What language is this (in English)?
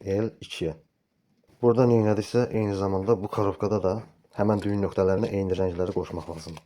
Azerbaijani